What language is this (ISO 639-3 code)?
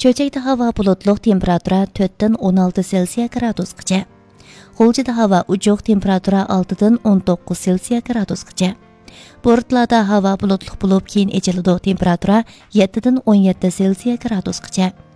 uig